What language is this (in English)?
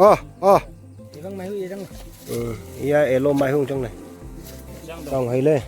Naga Pidgin